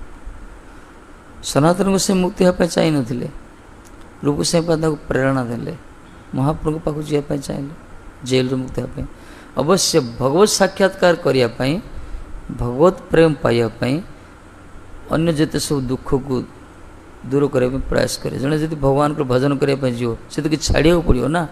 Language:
Odia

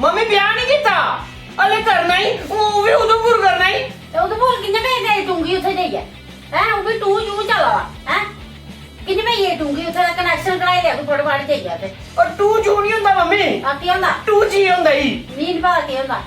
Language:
Dogri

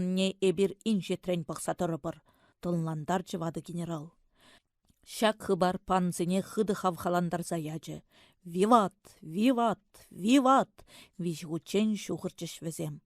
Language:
Chuvash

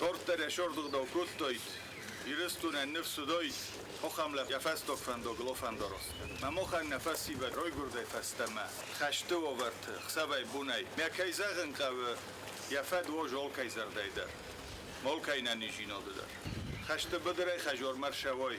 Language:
Ossetic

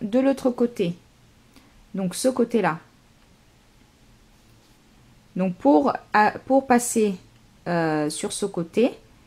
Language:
French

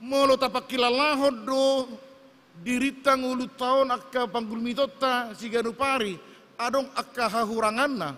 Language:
Batak Toba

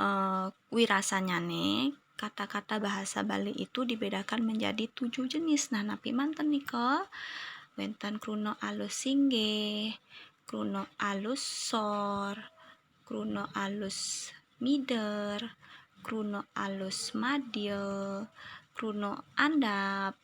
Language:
Balinese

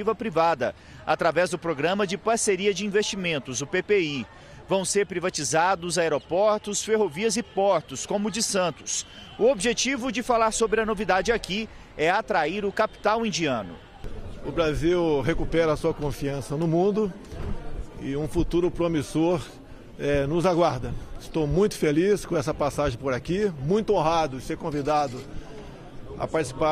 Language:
Portuguese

